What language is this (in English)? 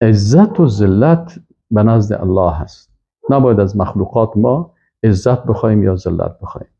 Persian